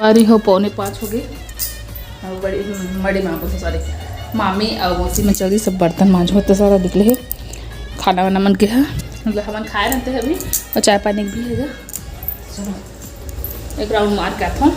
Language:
Chhattisgarhi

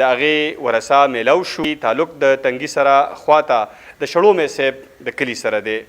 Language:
Pashto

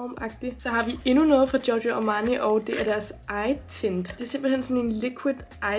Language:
Danish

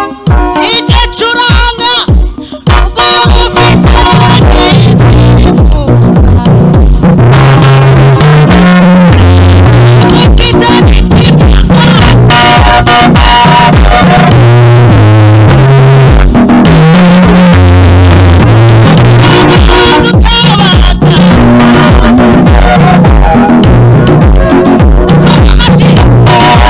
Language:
Kinyarwanda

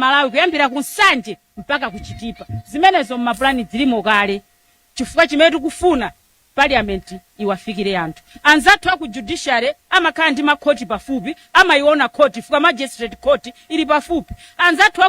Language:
Nyanja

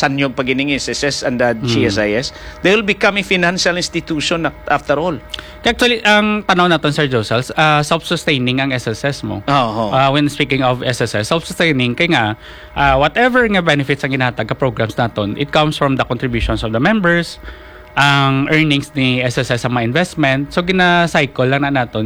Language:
Hiligaynon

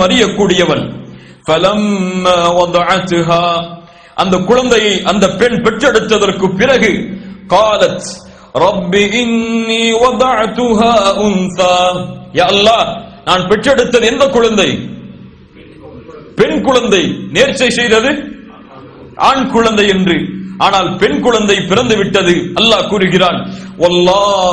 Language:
Tamil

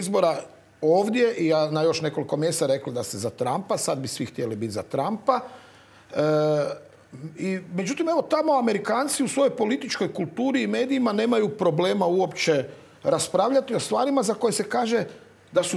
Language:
Croatian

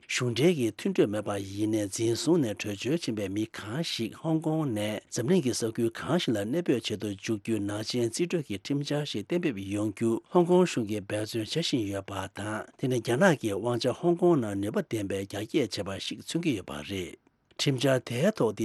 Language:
Tibetan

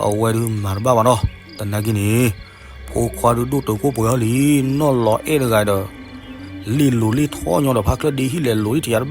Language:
S'gaw Karen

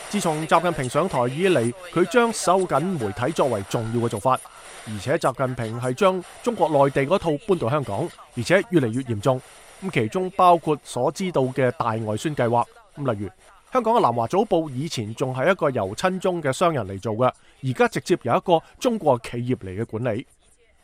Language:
Cantonese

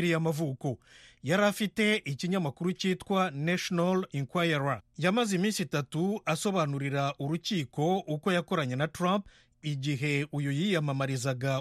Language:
Kinyarwanda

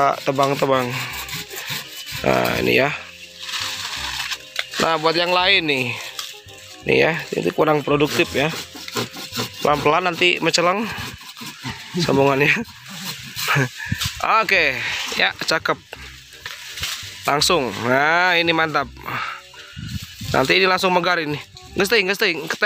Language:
Indonesian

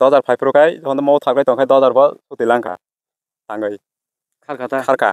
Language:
Kok Borok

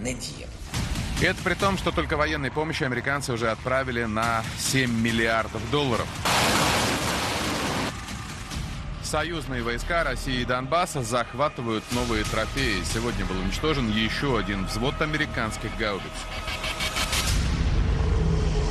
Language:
Russian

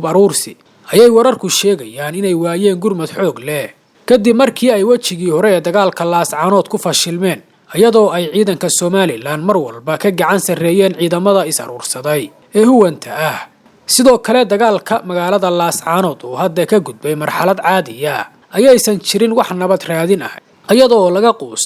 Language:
Somali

